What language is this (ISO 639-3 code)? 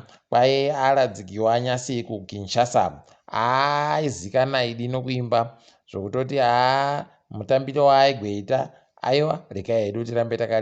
ndc